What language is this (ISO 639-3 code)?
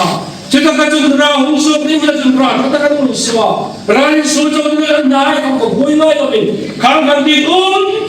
hmr